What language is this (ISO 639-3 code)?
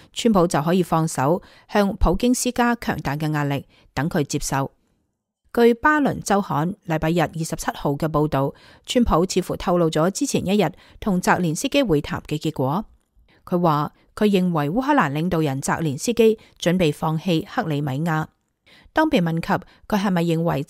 yue